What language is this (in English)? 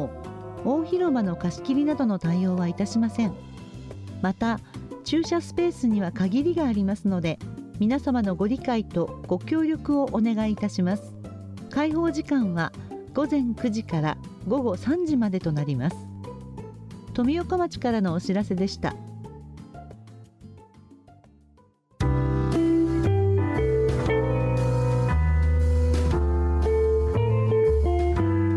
Japanese